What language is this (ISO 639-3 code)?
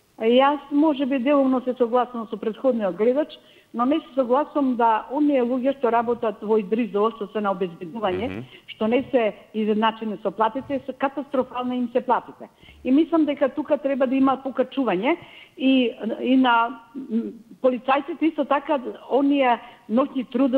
mkd